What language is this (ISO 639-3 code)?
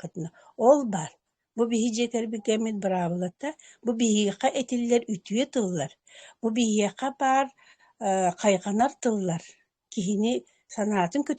sah